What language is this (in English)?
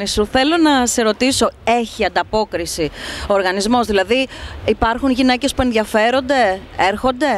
Greek